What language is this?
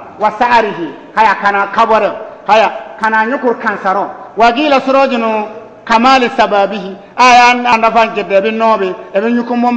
Bissa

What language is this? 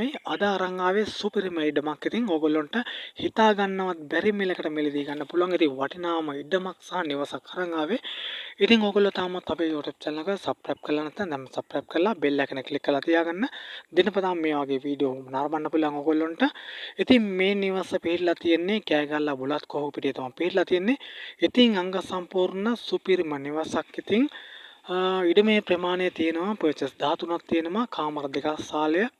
Sinhala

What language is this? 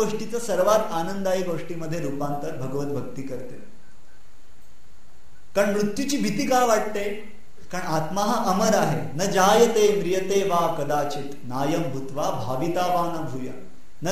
Marathi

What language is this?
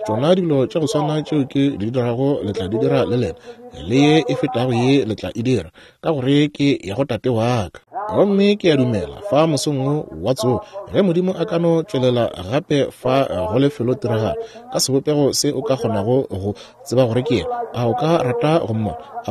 Northern Sotho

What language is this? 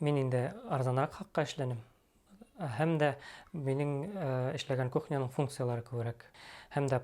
Bashkir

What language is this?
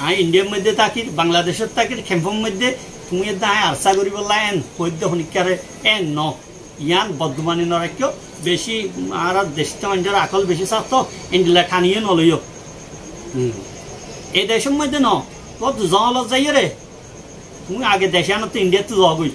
Rohingya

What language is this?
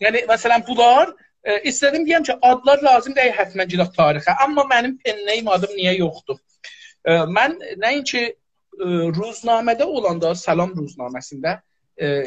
South Azerbaijani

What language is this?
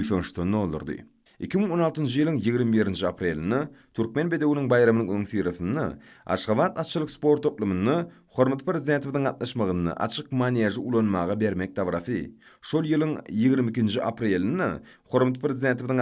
Turkmen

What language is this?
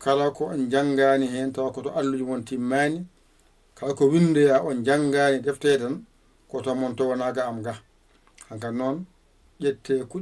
Fula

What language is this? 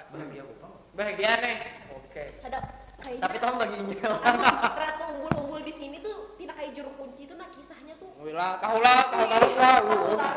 Banjar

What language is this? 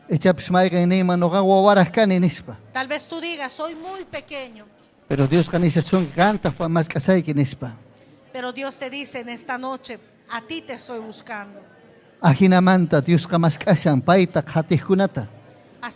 Ayacucho Quechua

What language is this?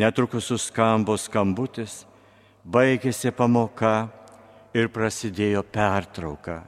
Lithuanian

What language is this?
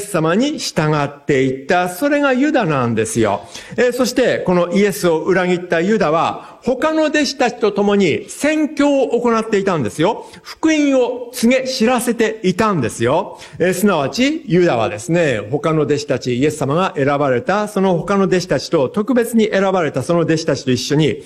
Japanese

